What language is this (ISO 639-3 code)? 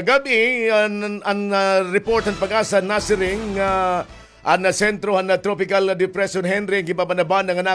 war